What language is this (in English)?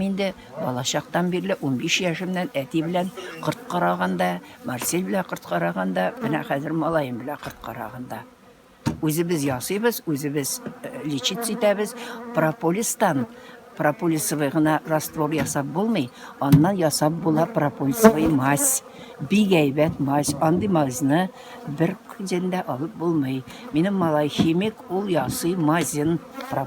Tatar